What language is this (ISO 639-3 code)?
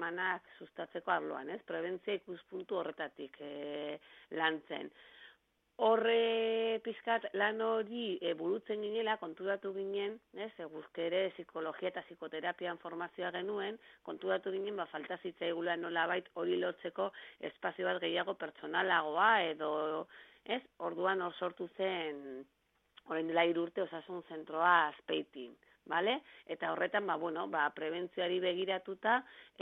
eus